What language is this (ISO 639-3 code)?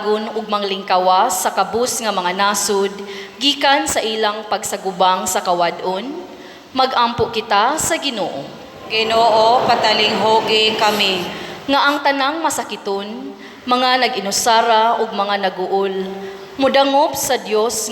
ceb